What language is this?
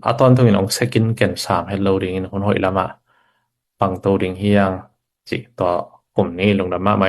Tedim Chin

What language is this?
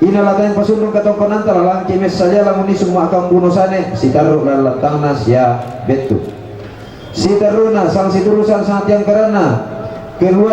Toraja-Sa'dan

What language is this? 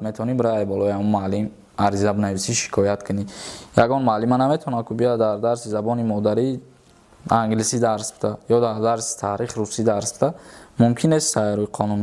Tajik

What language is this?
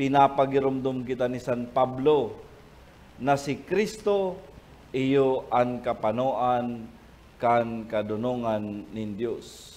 Bikol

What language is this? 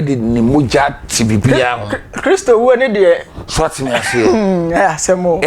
Akan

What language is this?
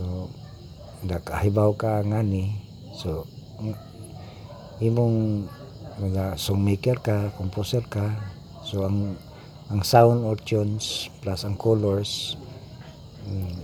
Cebuano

